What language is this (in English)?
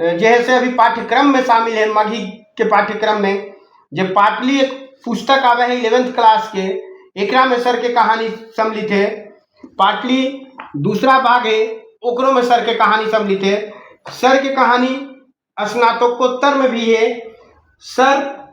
Magahi